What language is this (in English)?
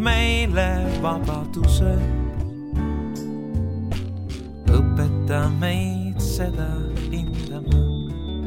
Estonian